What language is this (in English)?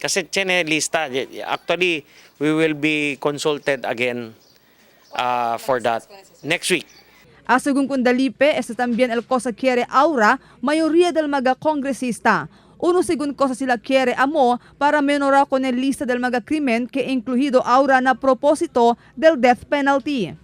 Chavacano